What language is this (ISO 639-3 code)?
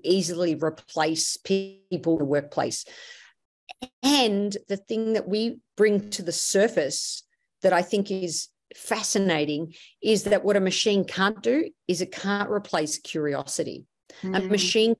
eng